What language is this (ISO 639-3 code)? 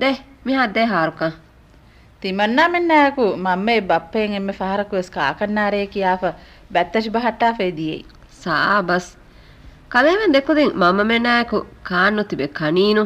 div